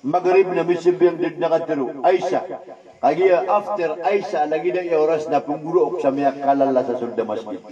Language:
Maranao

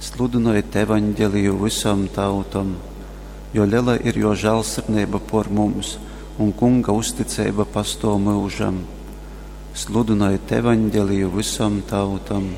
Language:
Latgalian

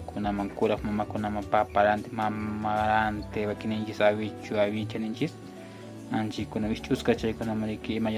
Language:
Quechua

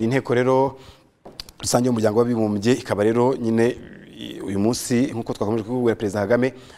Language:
Kinyarwanda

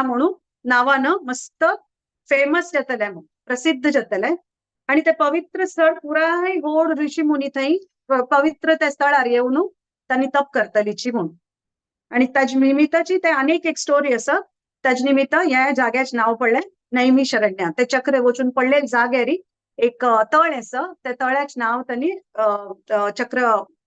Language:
Konkani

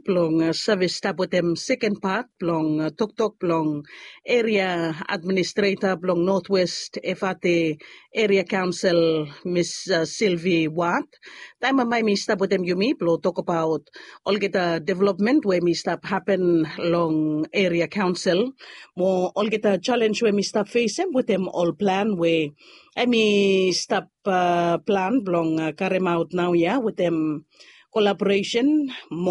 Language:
Bislama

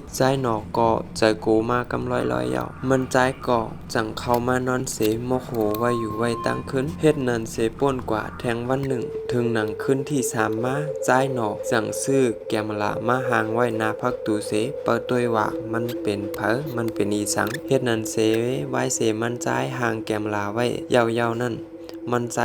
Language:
Shan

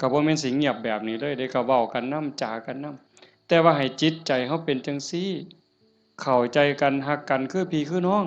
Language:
Northeastern Thai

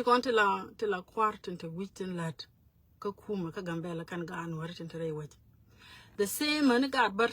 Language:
Nuer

